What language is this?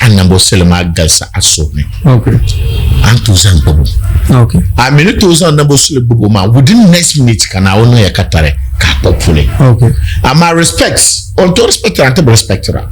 Dagbani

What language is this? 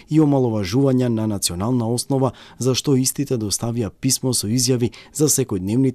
Macedonian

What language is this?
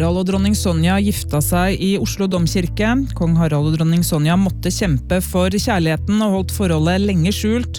Norwegian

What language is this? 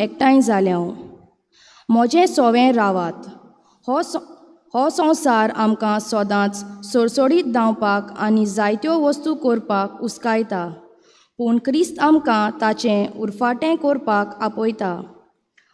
Konkani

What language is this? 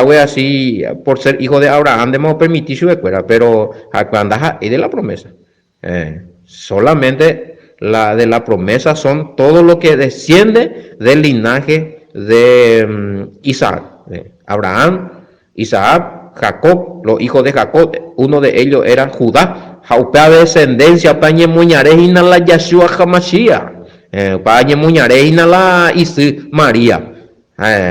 Guarani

